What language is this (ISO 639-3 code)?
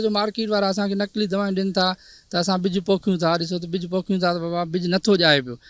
snd